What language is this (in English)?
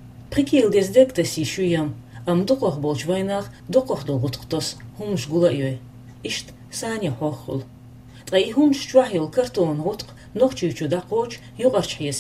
Chechen